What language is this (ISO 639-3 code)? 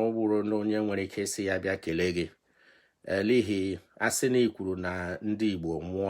ibo